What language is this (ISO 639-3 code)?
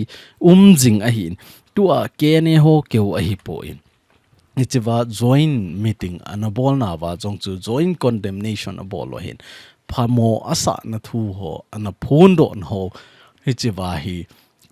tcz